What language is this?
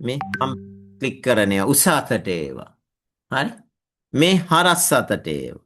Sinhala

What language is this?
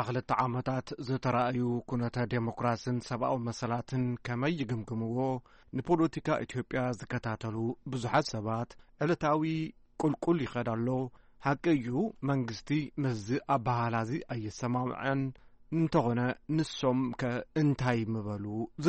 Tigrinya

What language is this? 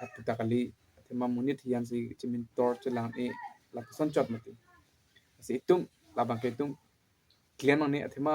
Karbi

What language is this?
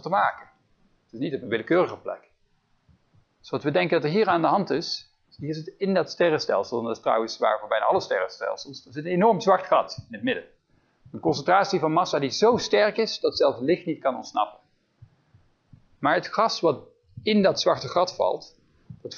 Dutch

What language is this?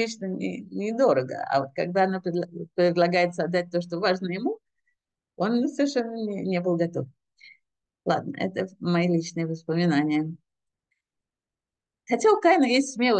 Russian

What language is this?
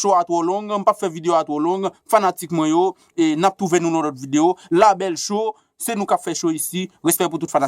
Haitian Creole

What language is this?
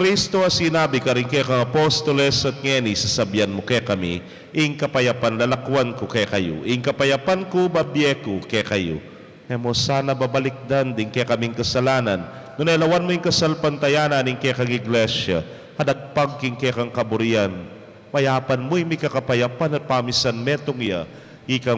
Pampanga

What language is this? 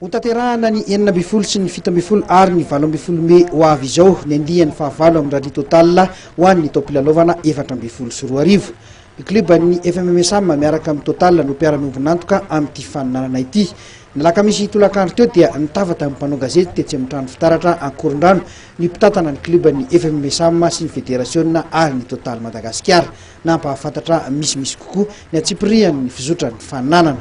Malagasy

